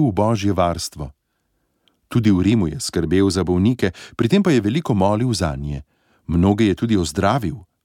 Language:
Slovenian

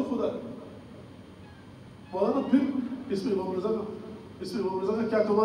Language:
Urdu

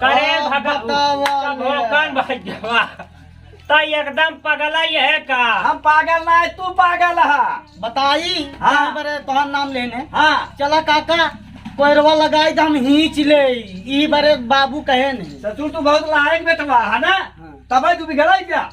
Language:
Awadhi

